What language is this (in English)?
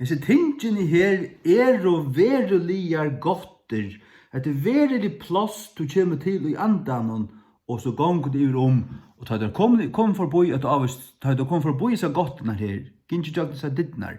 Faroese